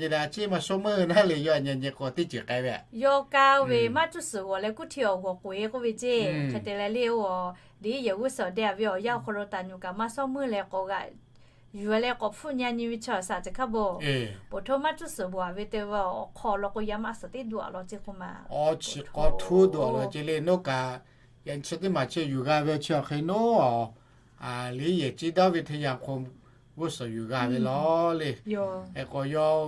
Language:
Lahu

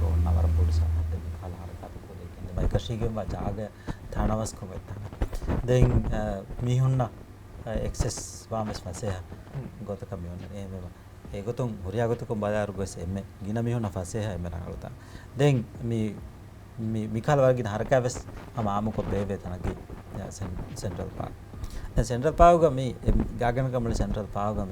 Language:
Divehi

